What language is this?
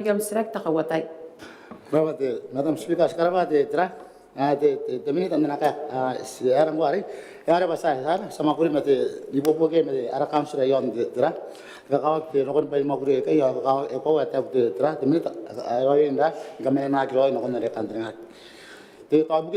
Gilbertese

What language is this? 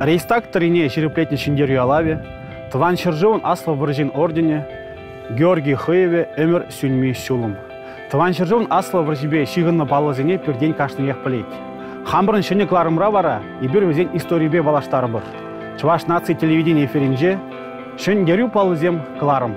Chuvash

